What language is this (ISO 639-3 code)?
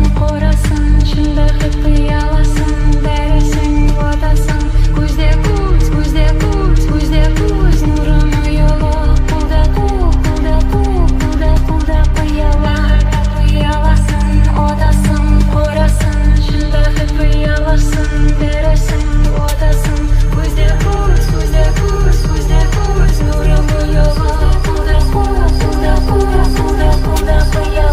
kaa